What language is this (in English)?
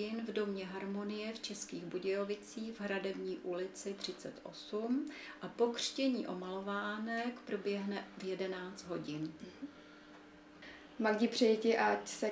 Czech